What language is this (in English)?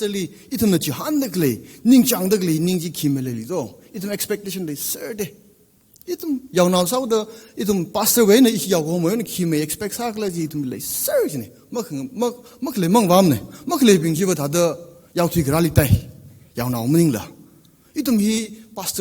Tangkhul Naga (India)